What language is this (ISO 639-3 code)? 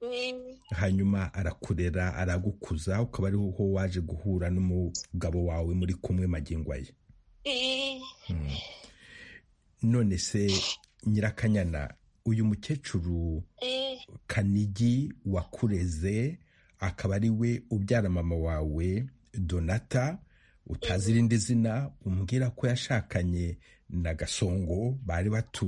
kin